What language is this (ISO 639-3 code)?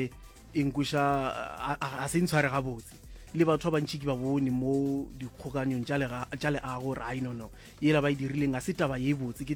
nso